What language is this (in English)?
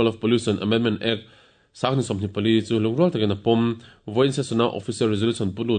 Mizo